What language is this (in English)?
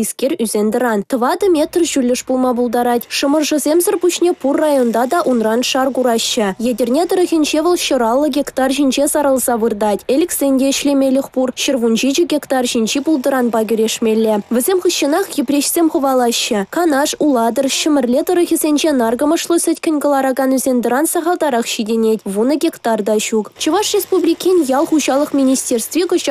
Chuvash